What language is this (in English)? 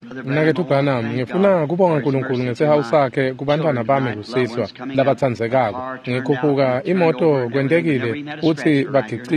Swati